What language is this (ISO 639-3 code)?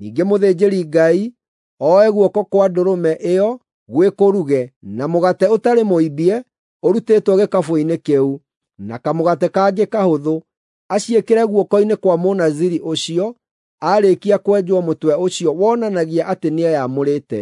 kik